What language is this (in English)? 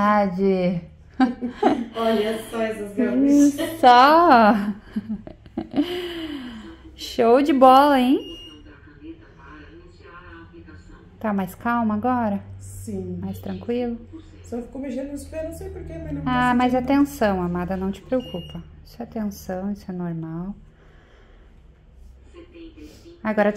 Portuguese